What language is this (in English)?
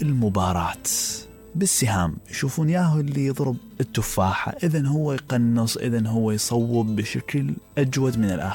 Mesopotamian Arabic